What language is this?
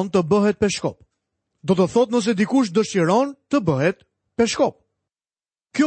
Albanian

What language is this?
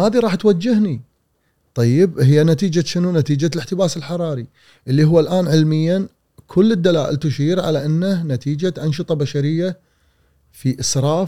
Gulf Arabic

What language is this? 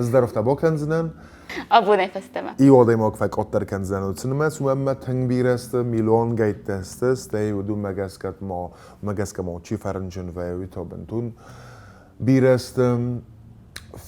Ossetic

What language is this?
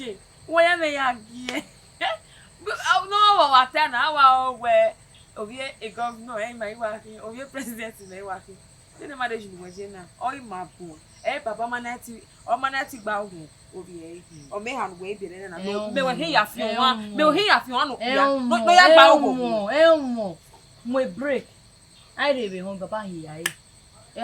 Bini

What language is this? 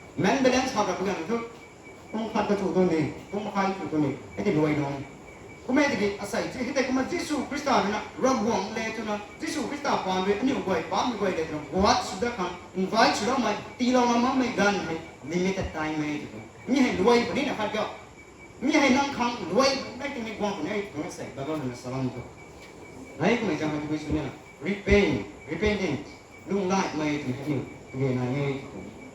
Rongmei Naga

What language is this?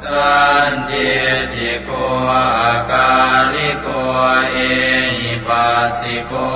Pali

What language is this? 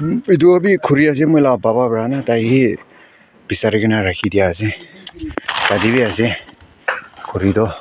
Naga Pidgin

